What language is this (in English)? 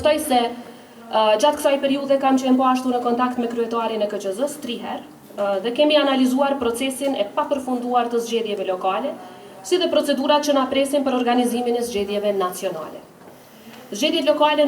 Albanian